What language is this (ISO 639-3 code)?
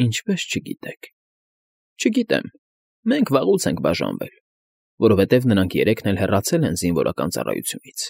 hye